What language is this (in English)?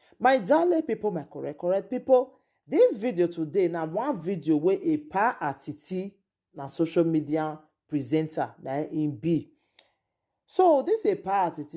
Nigerian Pidgin